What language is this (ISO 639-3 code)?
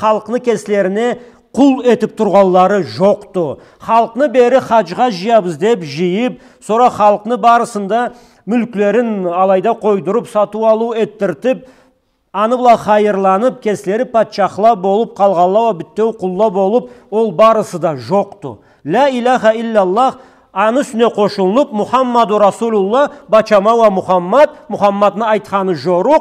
krc